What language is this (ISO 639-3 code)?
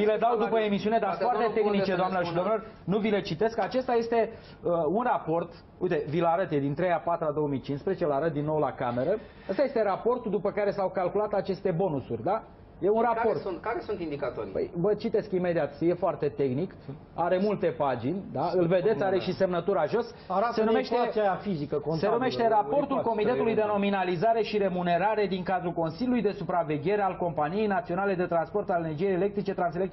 ron